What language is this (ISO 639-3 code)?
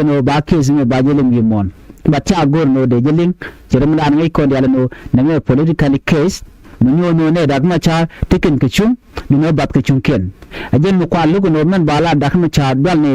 nus